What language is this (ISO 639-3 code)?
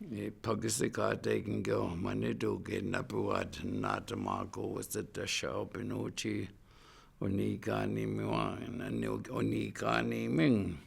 ciw